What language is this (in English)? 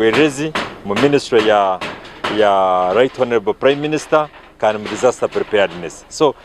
Nyankole